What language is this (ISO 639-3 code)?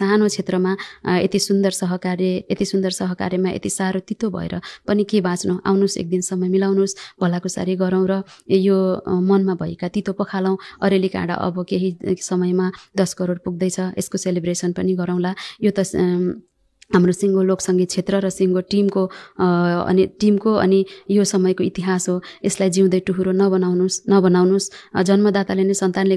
nep